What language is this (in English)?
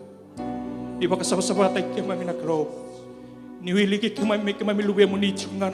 Fijian